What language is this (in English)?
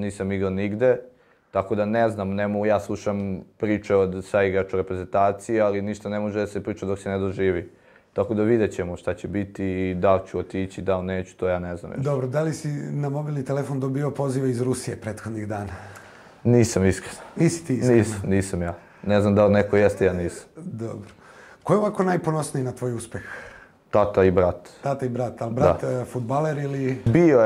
Serbian